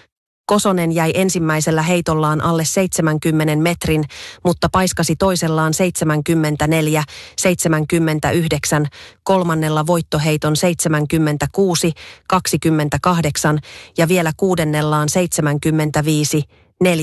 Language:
Finnish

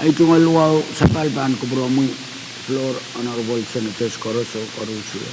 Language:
Pohnpeian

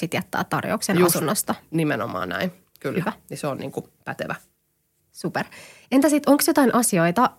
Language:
Finnish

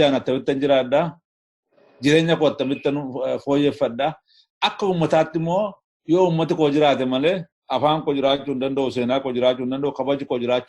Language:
Oromo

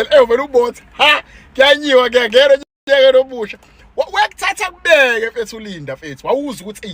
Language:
Zulu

